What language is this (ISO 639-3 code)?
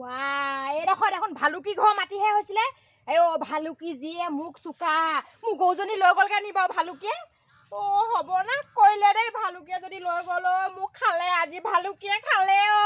asm